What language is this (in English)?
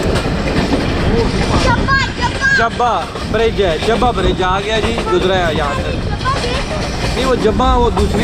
Hindi